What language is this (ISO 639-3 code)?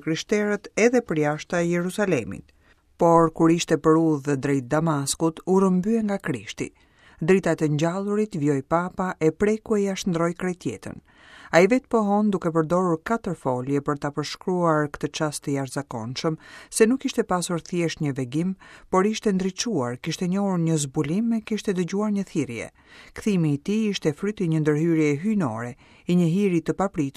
sqi